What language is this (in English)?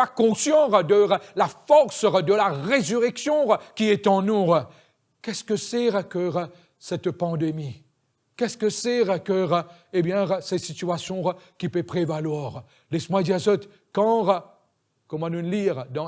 Morisyen